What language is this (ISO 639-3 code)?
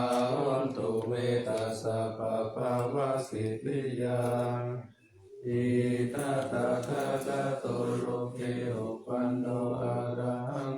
pli